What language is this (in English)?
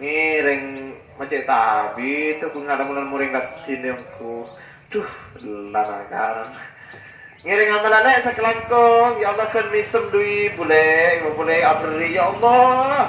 Madurese